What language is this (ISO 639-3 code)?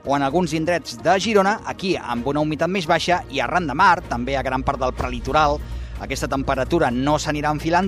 cat